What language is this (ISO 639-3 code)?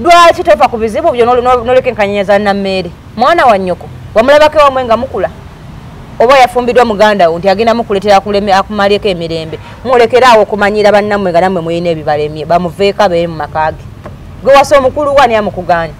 lug